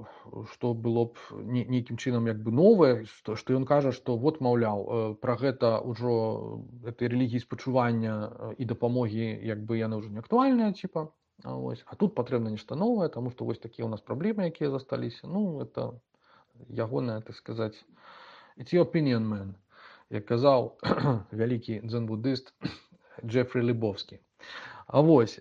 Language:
Belarusian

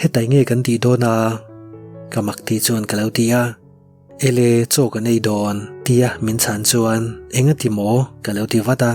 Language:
Mizo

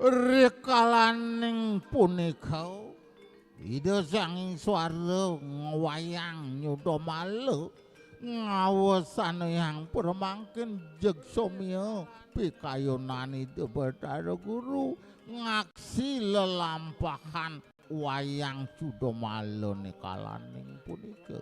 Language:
Balinese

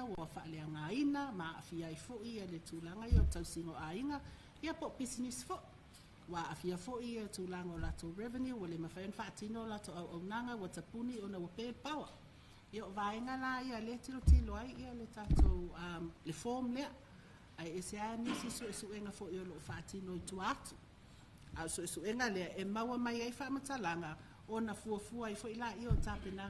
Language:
Samoan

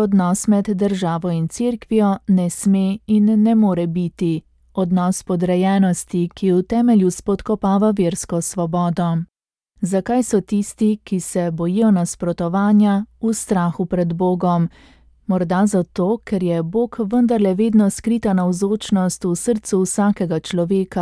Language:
Slovenian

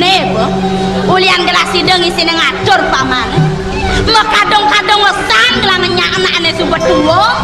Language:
Balinese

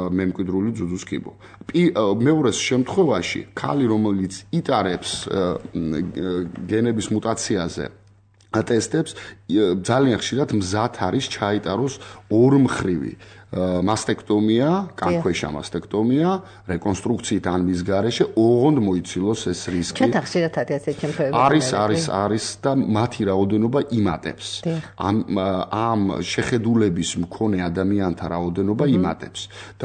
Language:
Georgian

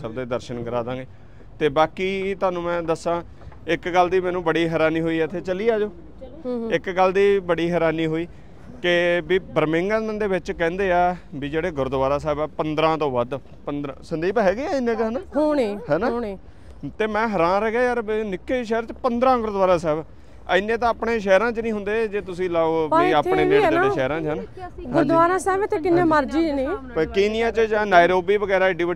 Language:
Punjabi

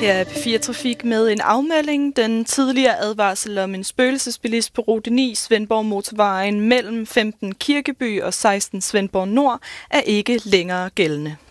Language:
Danish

